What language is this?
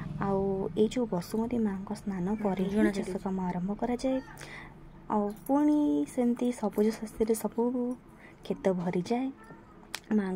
Odia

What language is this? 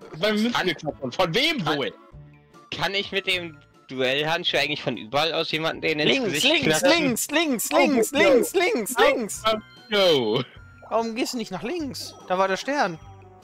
German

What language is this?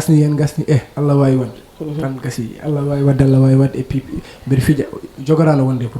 Fula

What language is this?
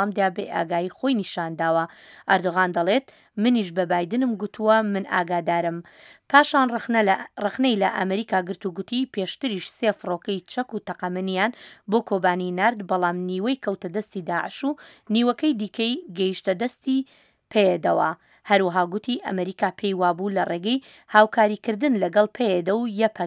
Central Kurdish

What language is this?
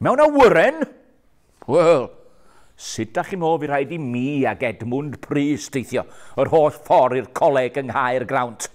Welsh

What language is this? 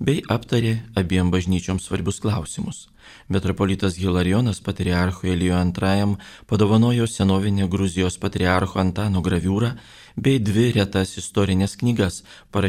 Lithuanian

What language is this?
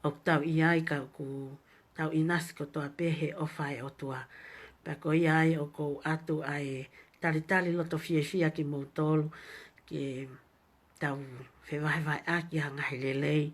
Tongan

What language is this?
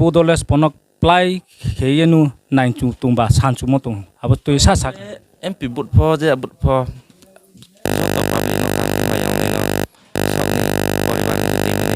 Riang (India)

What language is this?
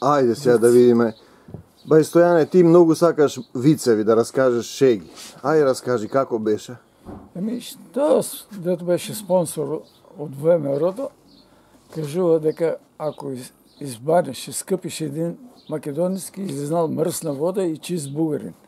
Macedonian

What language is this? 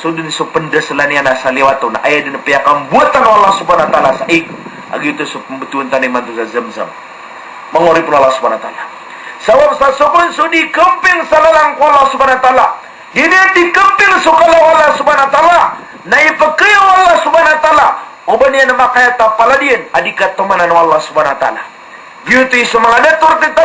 Maranao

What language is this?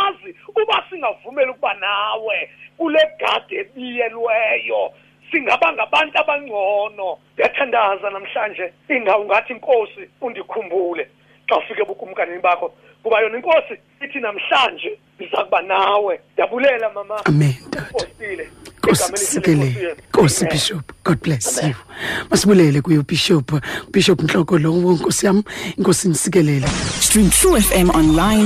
Xhosa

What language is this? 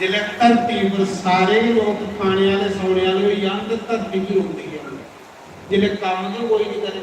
Dogri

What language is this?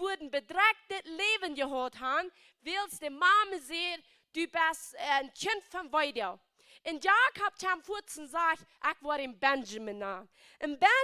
Plautdietsch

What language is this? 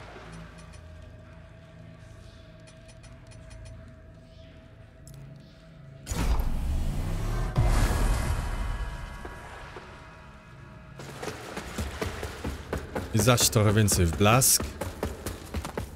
Polish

